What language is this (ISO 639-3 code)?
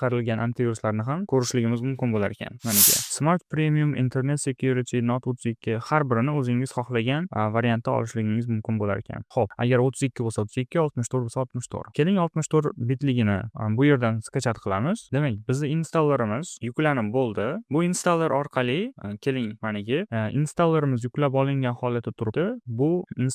uzb